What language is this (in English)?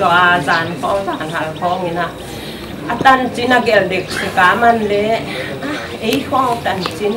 Paite Chin